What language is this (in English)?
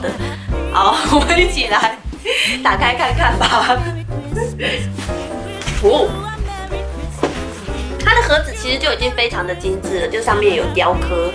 Chinese